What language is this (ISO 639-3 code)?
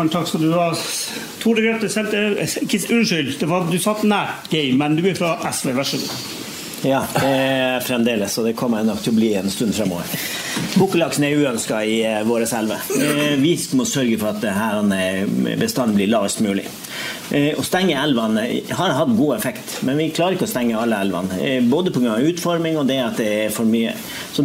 nor